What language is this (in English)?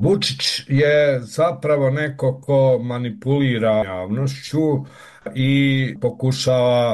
Bosnian